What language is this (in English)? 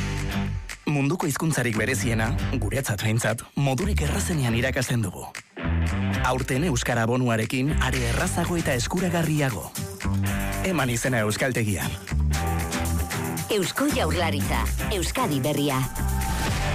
Basque